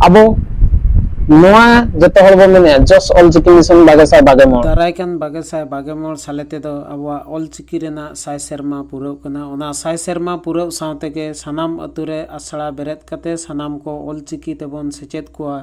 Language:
Santali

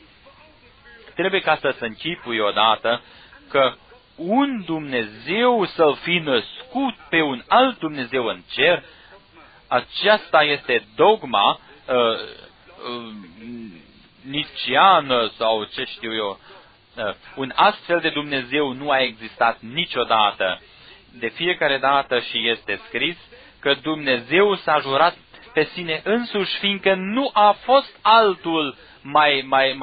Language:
Romanian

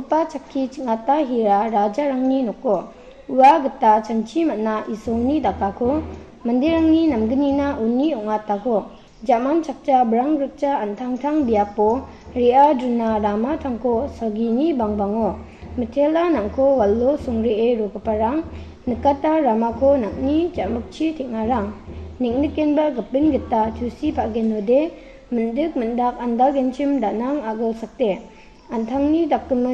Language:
Garo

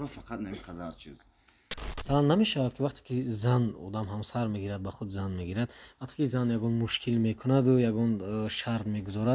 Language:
Tajik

